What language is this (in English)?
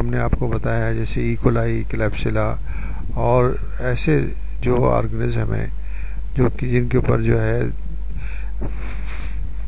Urdu